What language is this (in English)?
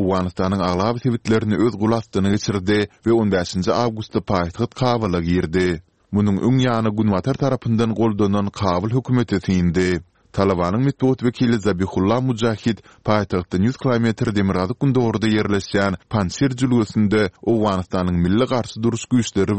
Turkmen